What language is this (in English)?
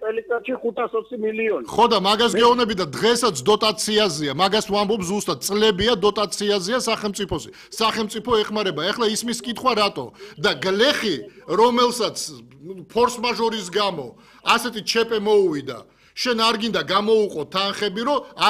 Georgian